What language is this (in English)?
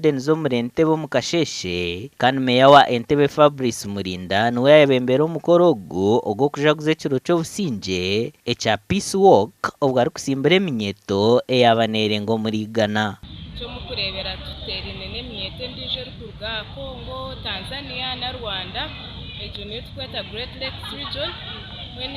Nyankole